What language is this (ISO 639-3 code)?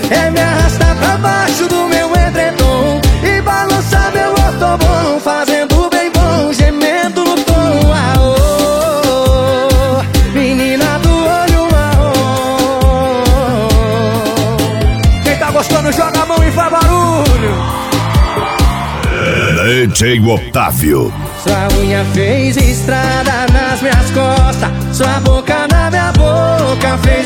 por